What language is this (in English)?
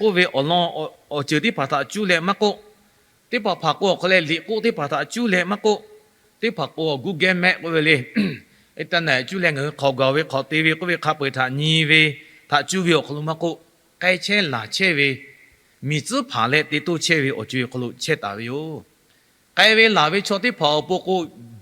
Lahu